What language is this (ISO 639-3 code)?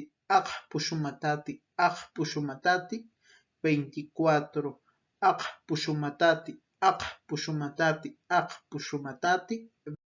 tos